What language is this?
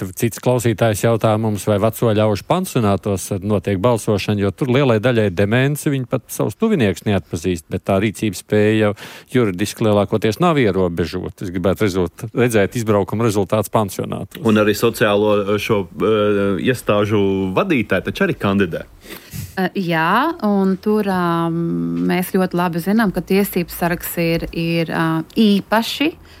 Latvian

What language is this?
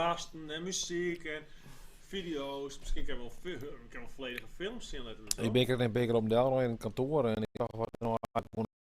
Western Frisian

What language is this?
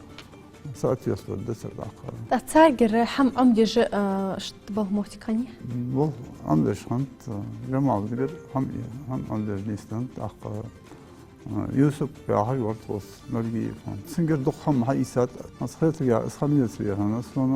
Ingush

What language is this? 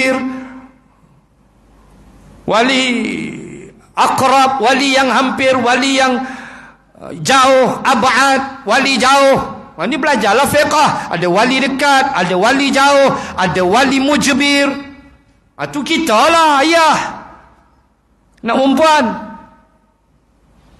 Malay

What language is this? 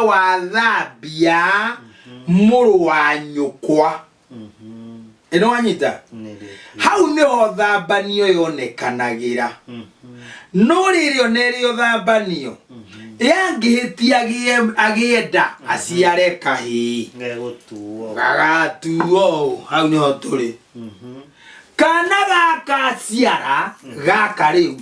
Kikuyu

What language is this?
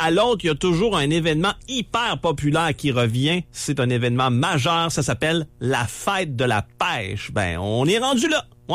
French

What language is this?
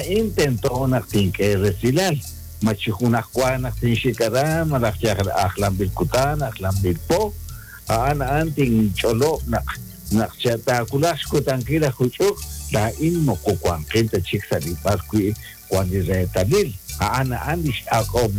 Kekchí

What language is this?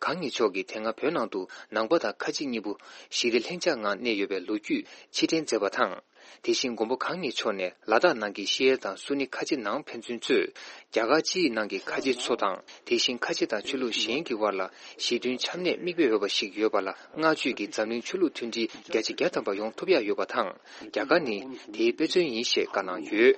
Tibetan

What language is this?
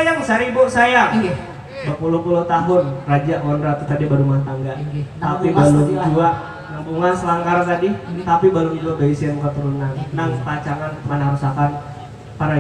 Banjar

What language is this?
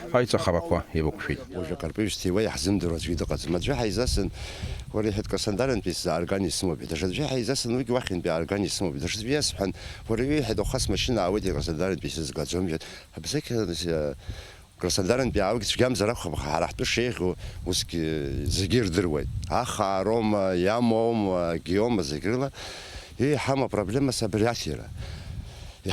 Abkhazian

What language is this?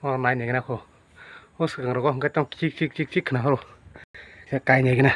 Kok Borok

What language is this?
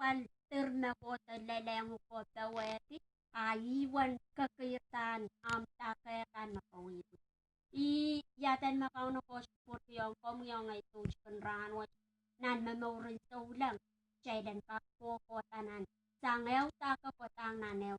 Pohnpeian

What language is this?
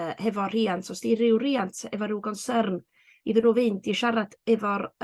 Welsh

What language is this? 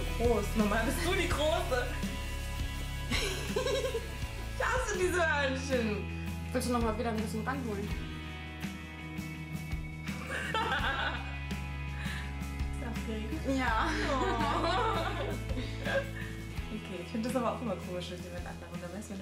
German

